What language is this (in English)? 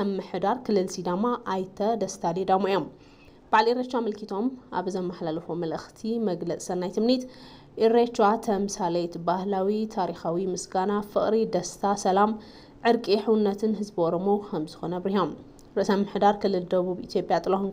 Tigrinya